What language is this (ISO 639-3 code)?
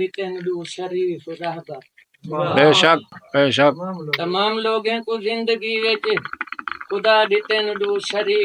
skr